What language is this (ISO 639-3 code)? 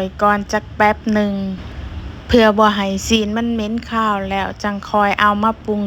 lao